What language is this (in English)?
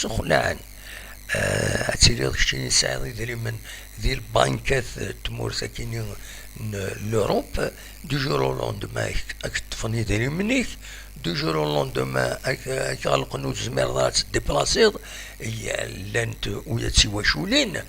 Kabyle